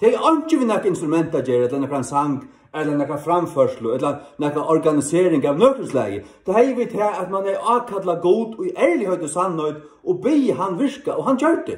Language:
Faroese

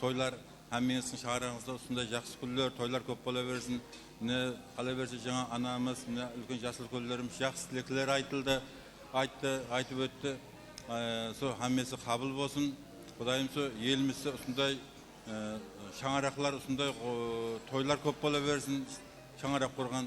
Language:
Kara-Kalpak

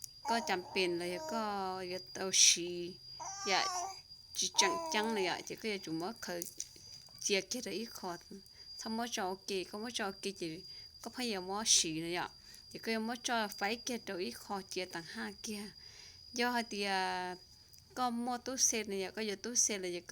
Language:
Hmong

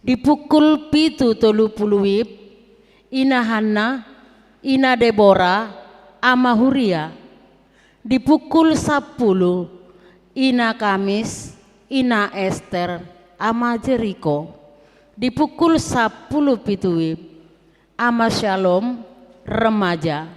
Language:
Batak Toba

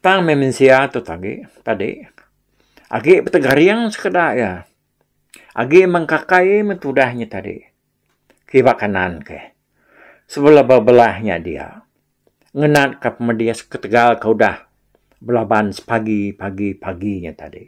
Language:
Iban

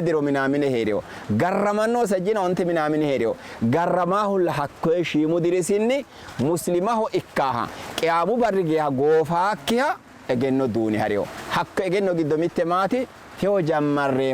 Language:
Sidamo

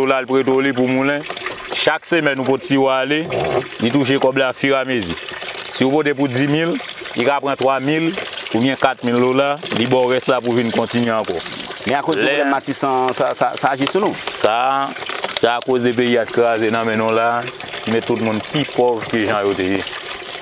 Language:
Haitian Creole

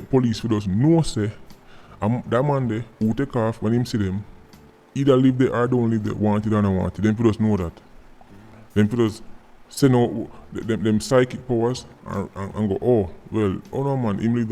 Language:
Jamaican Creole English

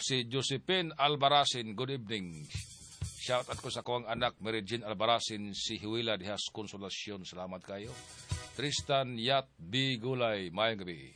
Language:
Cebuano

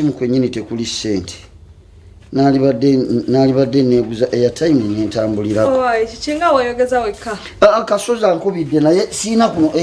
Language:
Ganda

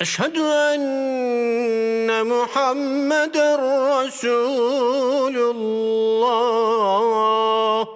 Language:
Crimean Tatar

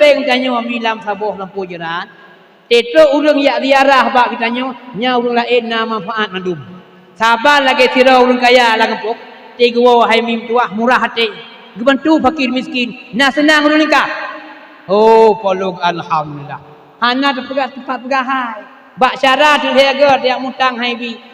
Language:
Achinese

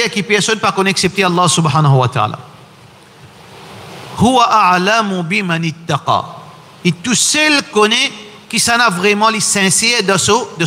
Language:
French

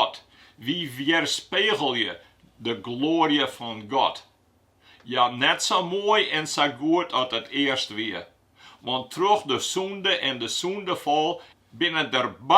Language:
Western Frisian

